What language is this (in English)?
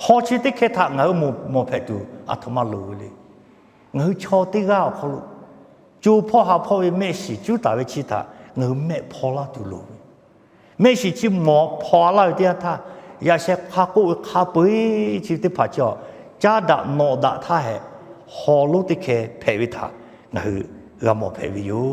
Lahu